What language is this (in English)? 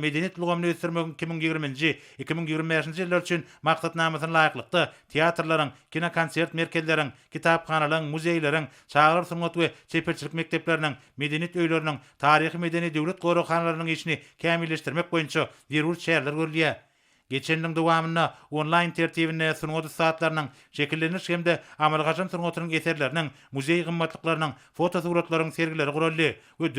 Turkmen